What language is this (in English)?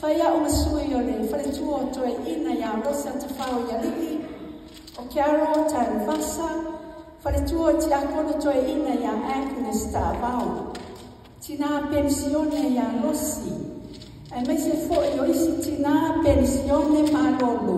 Samoan